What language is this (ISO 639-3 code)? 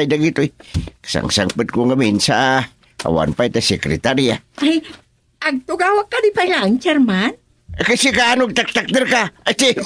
ilo